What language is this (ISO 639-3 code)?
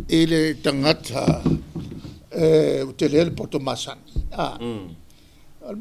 smo